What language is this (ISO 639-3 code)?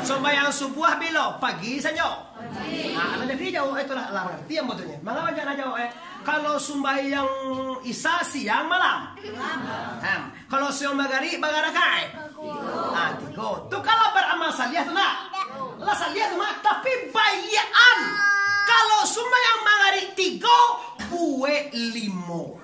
min